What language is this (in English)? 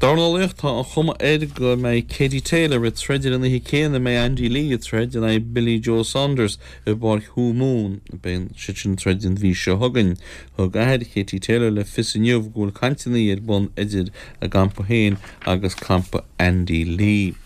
Irish